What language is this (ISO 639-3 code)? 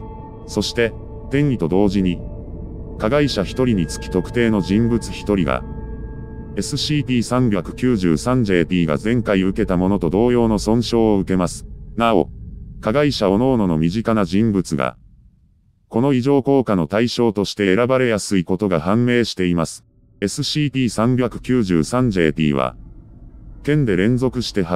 jpn